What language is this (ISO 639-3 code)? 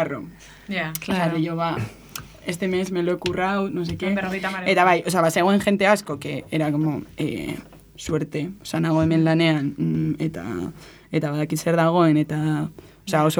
eus